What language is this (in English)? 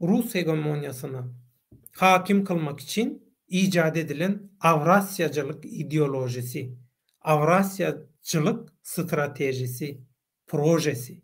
Turkmen